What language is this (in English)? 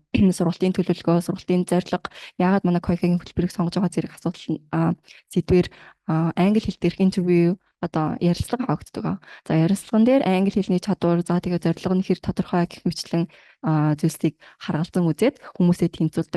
Mongolian